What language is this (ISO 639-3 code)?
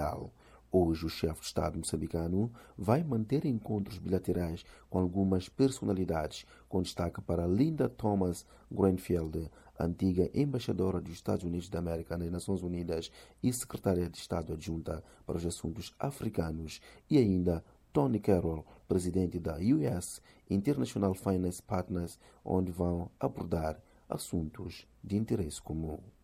por